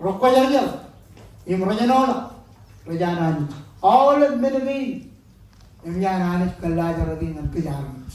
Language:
Marshallese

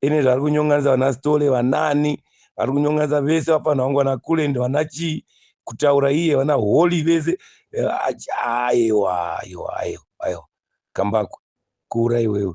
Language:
Shona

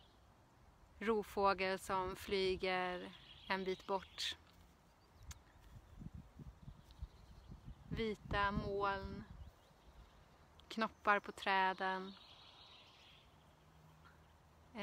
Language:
Swedish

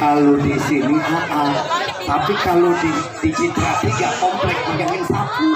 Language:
Betawi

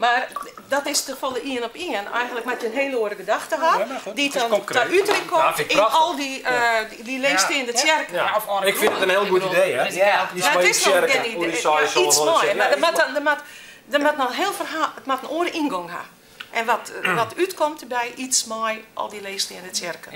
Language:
Western Frisian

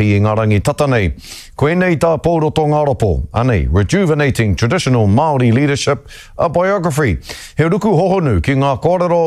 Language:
Māori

